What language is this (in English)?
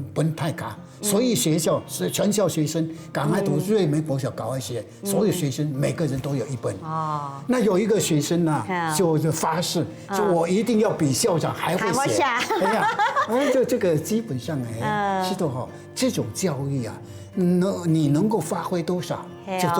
Hakka Chinese